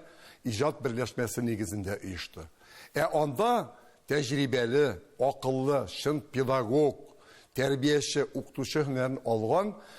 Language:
Tatar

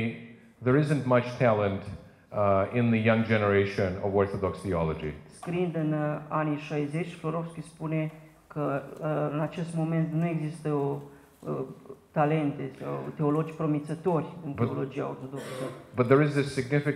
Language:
Romanian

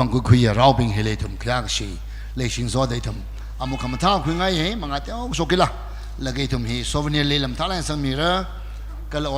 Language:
Tangkhul Naga (India)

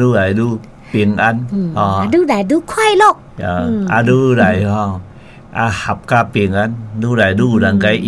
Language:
Min Nan Chinese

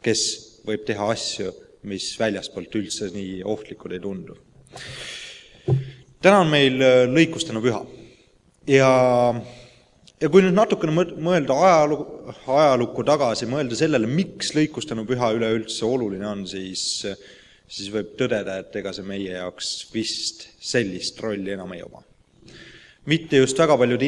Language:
Estonian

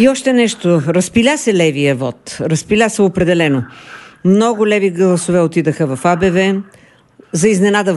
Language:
Bulgarian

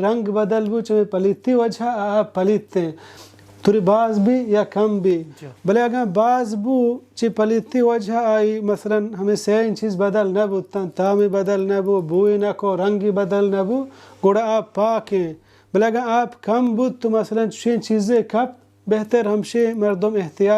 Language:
Baluchi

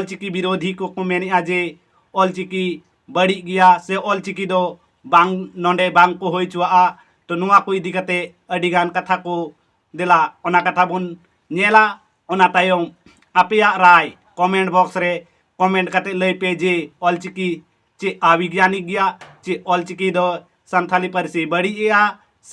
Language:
Santali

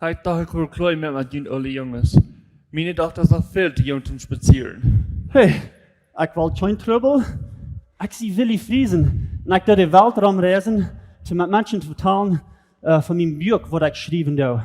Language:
Plautdietsch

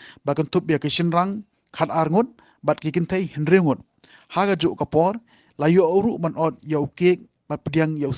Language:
Khasi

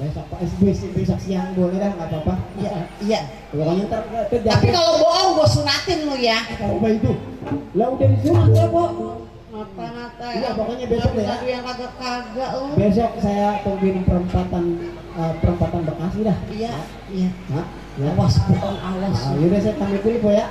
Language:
Betawi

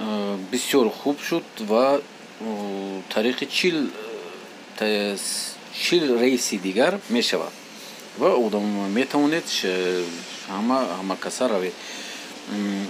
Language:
Tajik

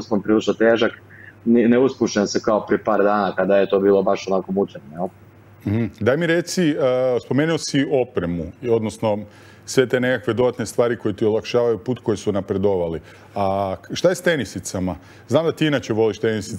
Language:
Croatian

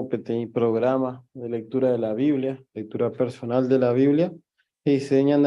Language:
Guarani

